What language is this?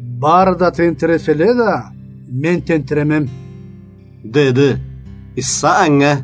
Karachay-Balkar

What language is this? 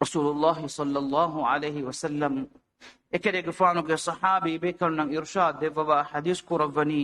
Divehi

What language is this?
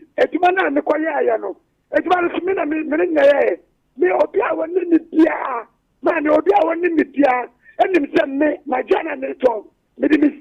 Akan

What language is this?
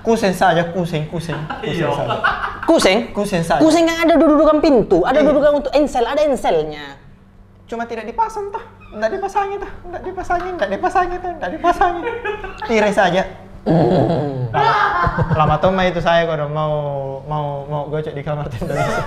Makassar Malay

